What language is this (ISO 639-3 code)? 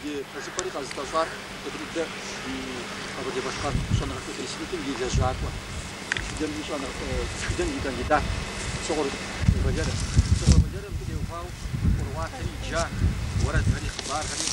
kbd